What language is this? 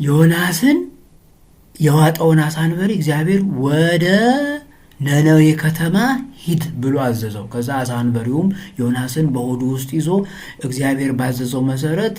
Amharic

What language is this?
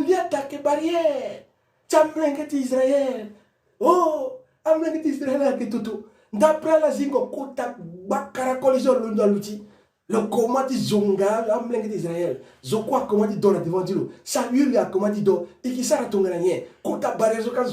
Sango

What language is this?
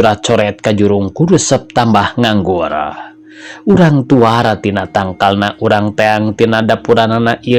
Sundanese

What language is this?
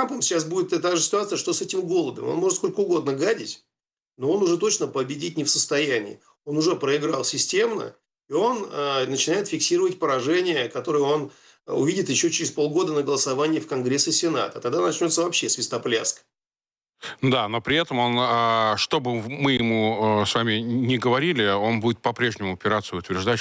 Russian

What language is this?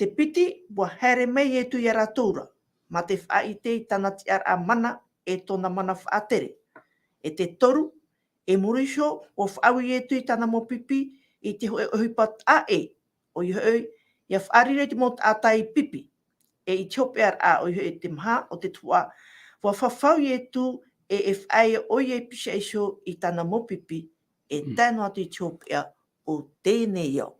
Tahitian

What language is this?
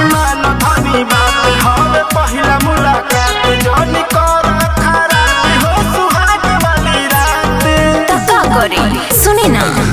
Bhojpuri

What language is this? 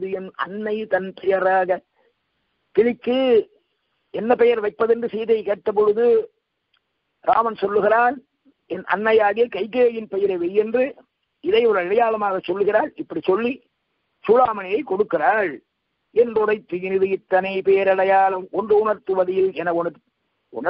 Tamil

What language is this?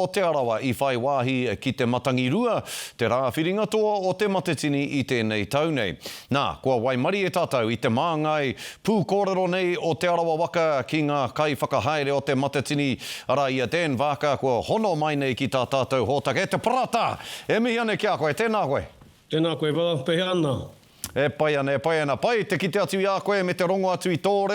Māori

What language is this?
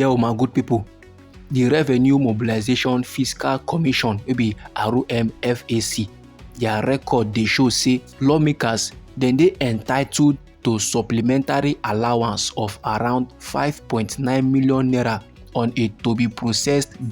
Nigerian Pidgin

